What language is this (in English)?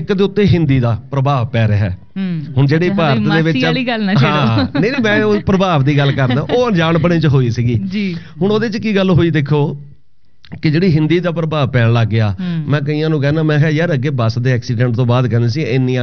Punjabi